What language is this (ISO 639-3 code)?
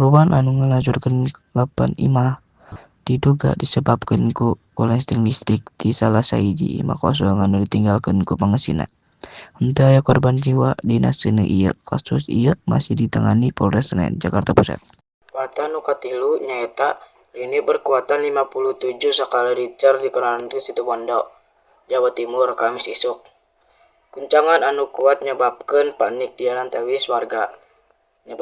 sun